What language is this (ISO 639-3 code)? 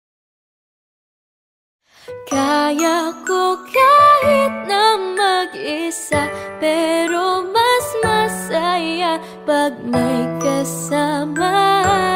fil